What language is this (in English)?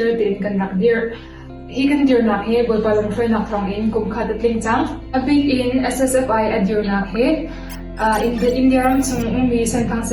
Hakha Chin